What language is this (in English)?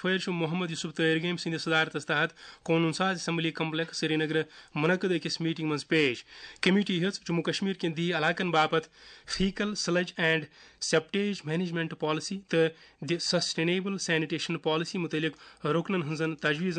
Kashmiri